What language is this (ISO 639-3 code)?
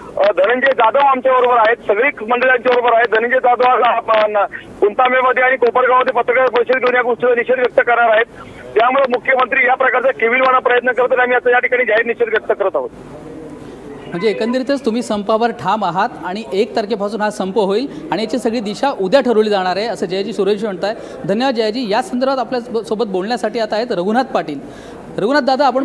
mar